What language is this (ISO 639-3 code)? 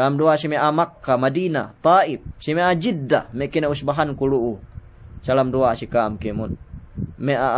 yka